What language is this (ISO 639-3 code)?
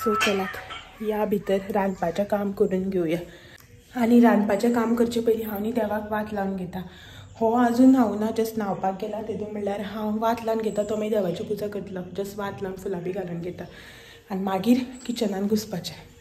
kok